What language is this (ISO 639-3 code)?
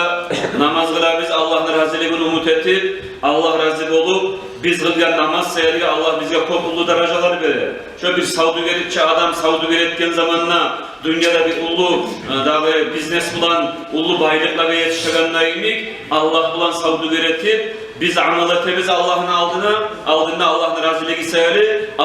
kum